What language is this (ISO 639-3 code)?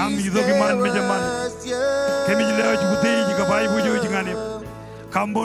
mah